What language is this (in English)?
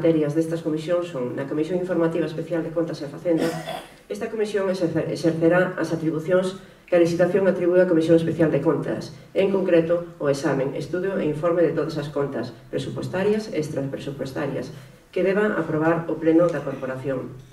Galician